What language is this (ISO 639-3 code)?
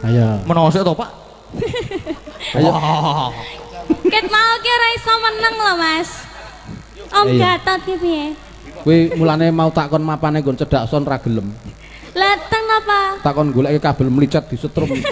jav